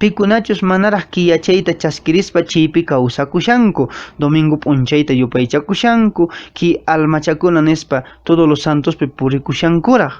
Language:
Quechua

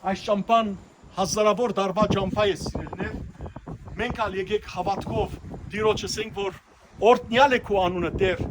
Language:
Western Armenian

